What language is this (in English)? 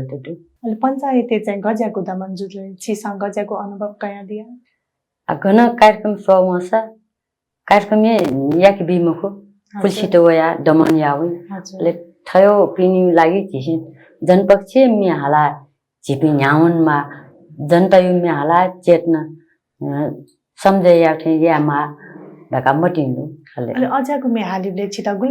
Newari